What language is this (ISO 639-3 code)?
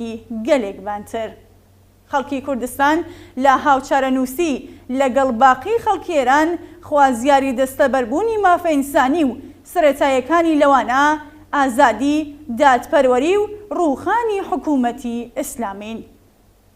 ckb